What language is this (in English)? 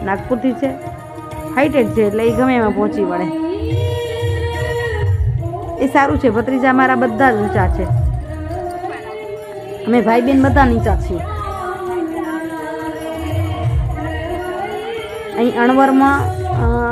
Gujarati